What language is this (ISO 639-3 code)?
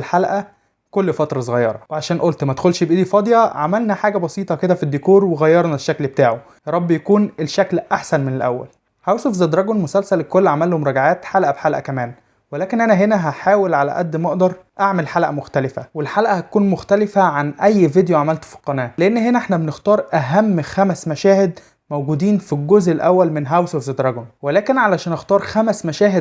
arz